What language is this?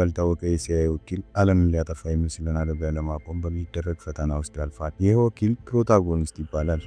Amharic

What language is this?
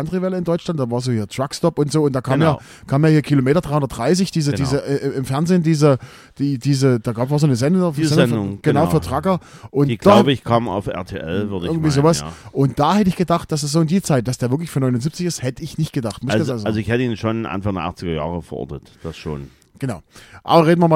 German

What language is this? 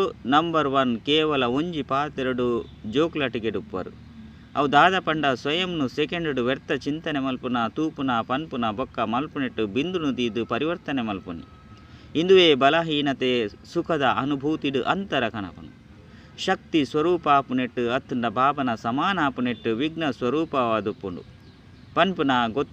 Tulu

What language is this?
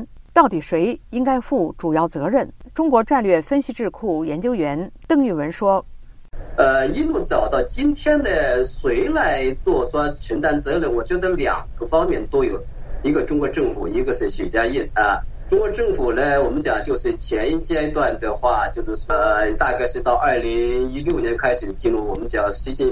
Chinese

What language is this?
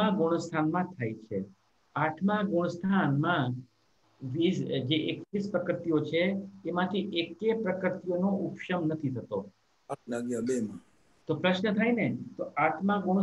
Gujarati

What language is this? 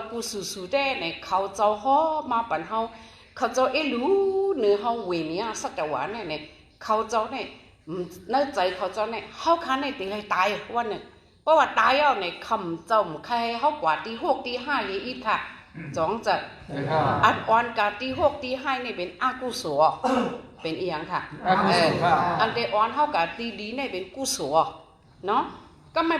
Shan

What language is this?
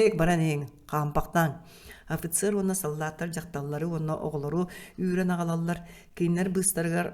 Yakut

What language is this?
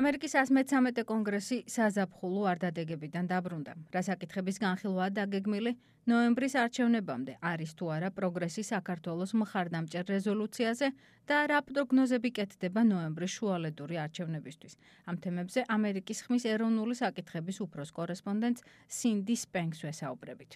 Georgian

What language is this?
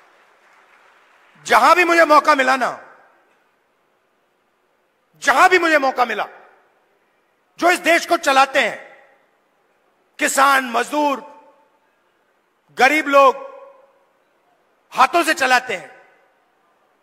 Hindi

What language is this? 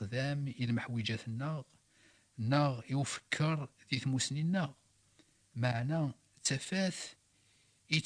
Kabyle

